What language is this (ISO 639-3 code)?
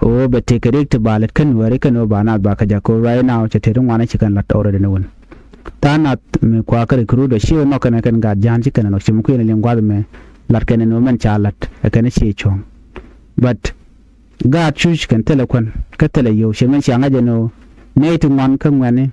nus